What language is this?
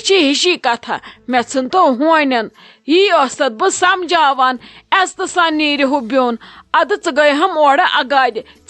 Kashmiri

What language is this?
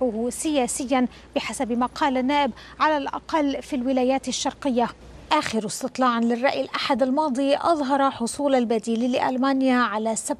Arabic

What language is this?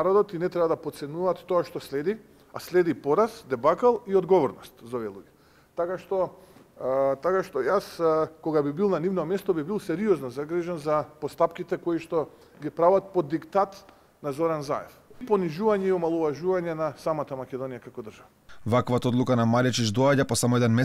Macedonian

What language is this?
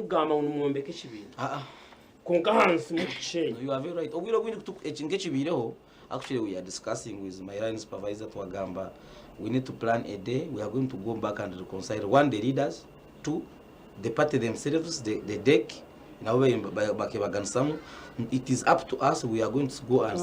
Nyankole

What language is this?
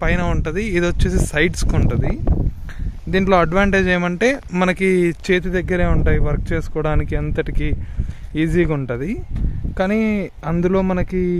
Telugu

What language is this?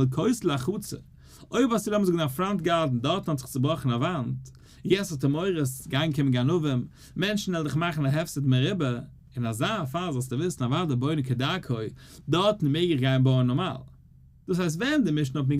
Yiddish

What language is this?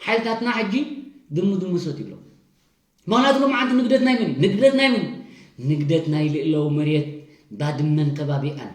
Tigrinya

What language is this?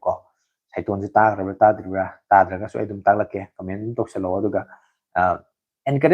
Manipuri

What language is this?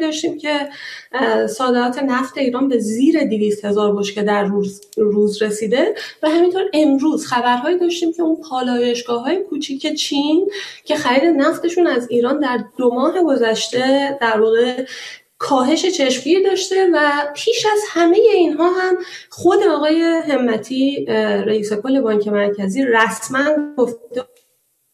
Persian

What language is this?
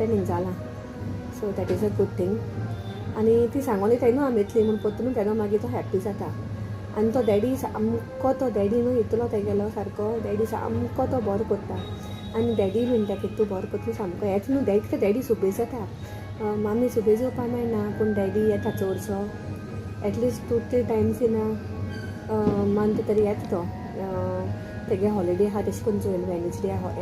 Konkani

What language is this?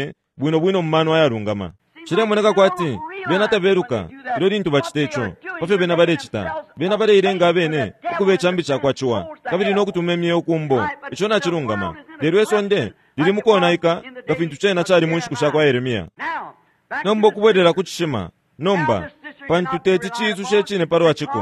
Bemba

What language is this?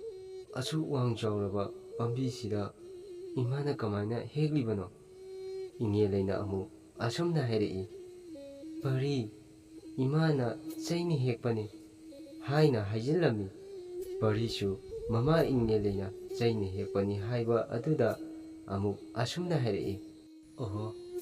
Manipuri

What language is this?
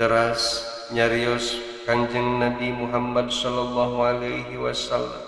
Sundanese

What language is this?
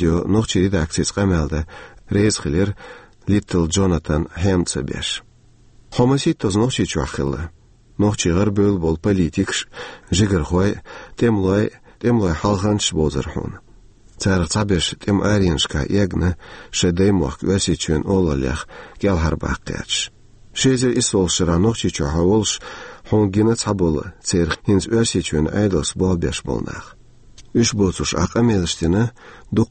Chechen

